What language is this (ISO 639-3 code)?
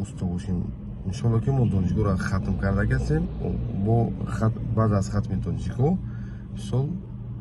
tgk